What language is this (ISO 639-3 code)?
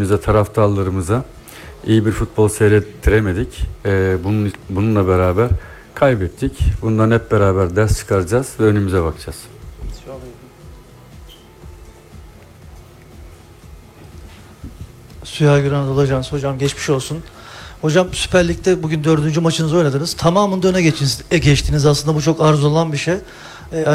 tur